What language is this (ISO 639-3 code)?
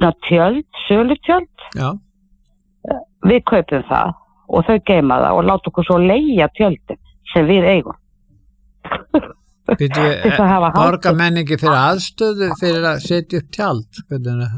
isl